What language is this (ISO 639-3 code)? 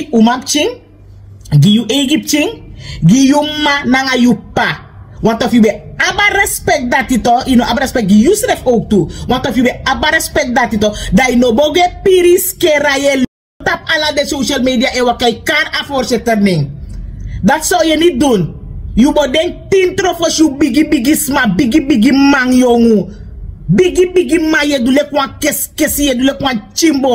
srn